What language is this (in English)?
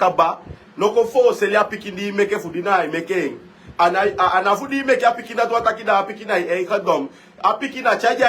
Sranan Tongo